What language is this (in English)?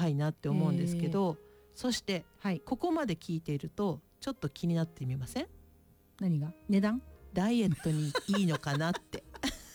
Japanese